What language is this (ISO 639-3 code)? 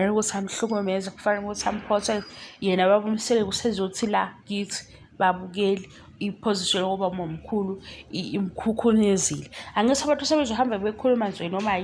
zul